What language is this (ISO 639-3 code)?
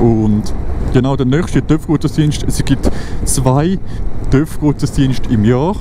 gsw